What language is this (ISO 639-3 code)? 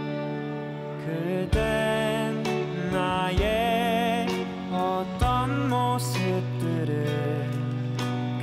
kor